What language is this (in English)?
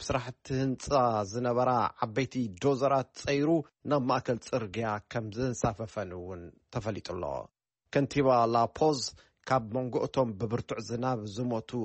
Tigrinya